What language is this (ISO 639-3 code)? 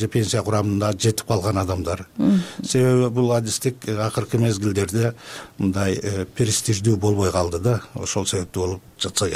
kir